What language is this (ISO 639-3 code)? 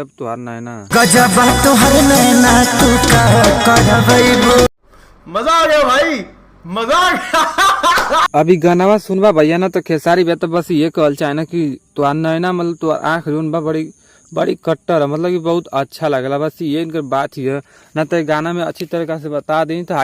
bho